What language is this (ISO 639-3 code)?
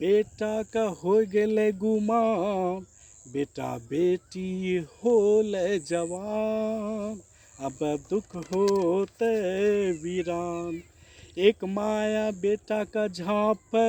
anp